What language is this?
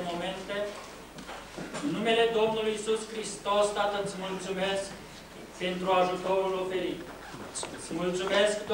Romanian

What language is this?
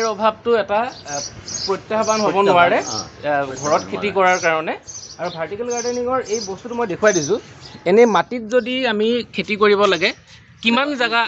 Assamese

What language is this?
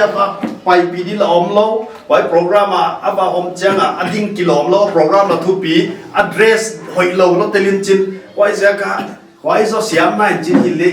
Paite Chin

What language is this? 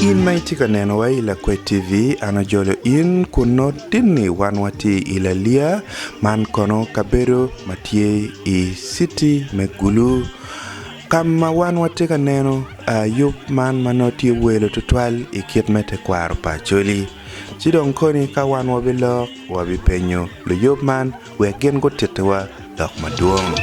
Acoli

